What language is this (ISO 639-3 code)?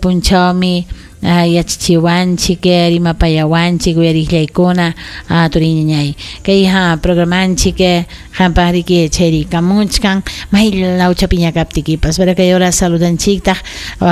quy